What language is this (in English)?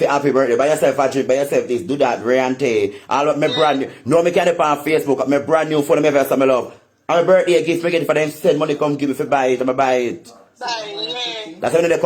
Jamaican Creole English